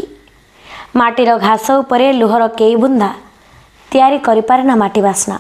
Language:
Odia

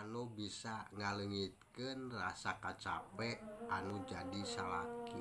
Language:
Sundanese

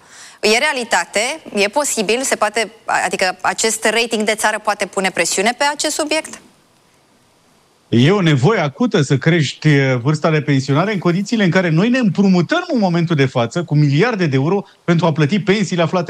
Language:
Romanian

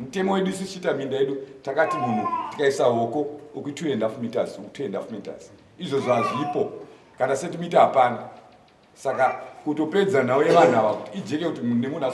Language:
Shona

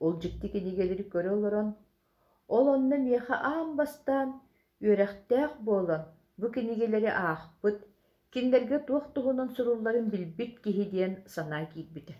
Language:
Yakut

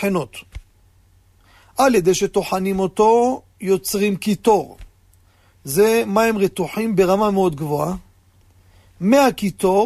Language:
Hebrew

